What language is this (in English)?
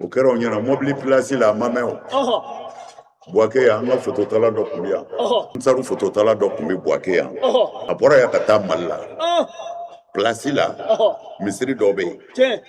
Bambara